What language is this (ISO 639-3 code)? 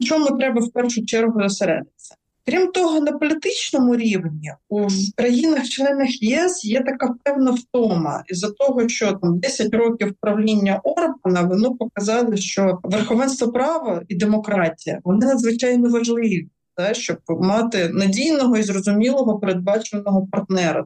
ukr